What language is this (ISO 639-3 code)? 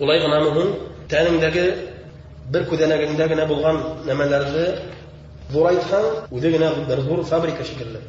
bak